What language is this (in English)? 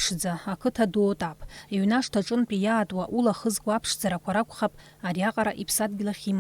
Abkhazian